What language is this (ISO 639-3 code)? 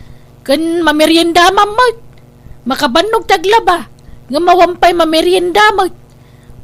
ilo